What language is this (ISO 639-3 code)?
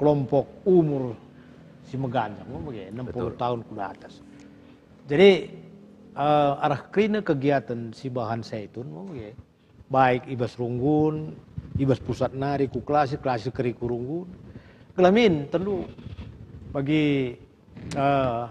btx